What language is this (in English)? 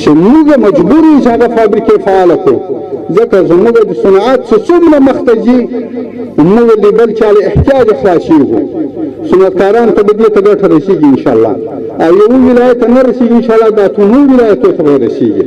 Pashto